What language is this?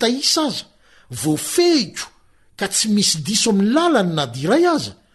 Malagasy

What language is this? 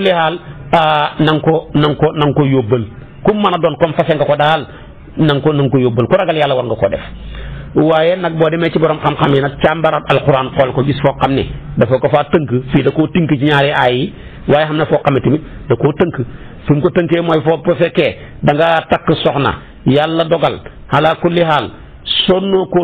Wolof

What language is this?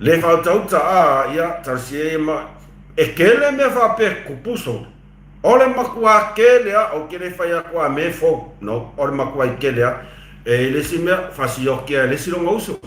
Samoan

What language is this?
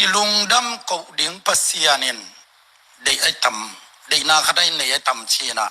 Tedim Chin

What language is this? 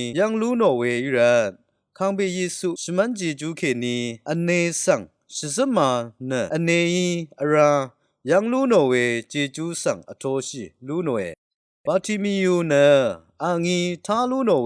Rawang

